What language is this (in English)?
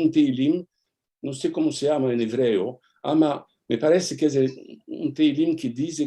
Ladino